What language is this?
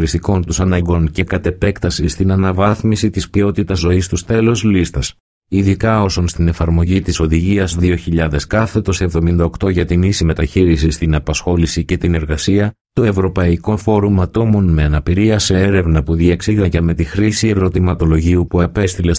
Greek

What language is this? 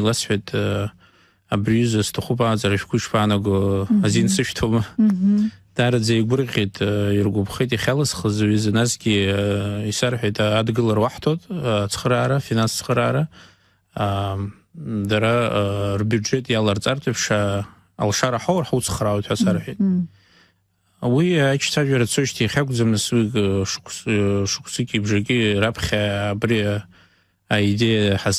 Abkhazian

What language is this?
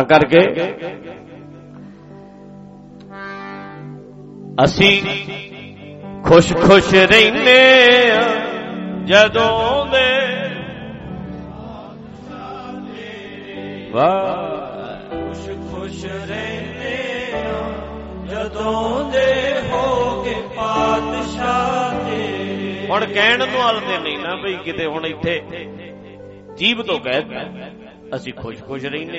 Punjabi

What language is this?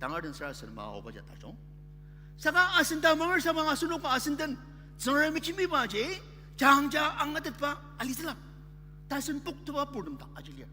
Ao Naga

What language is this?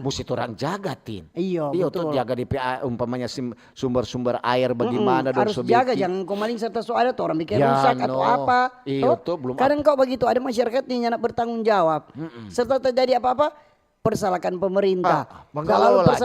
Manado Malay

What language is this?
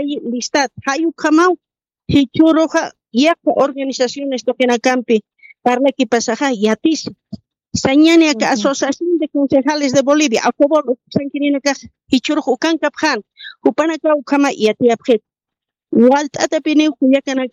Aymara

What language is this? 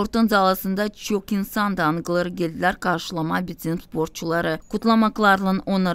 Gagauz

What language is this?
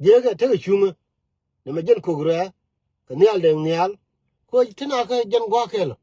Nuer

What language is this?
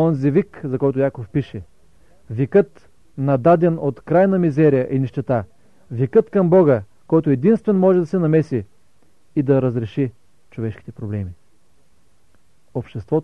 Bulgarian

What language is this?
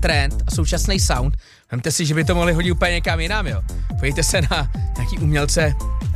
Czech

